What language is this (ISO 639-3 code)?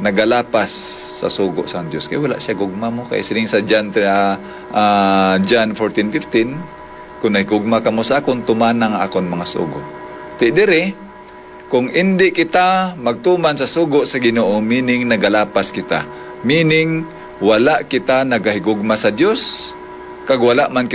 hil